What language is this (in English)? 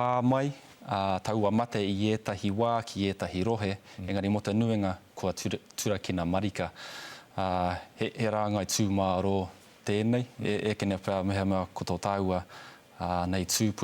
Māori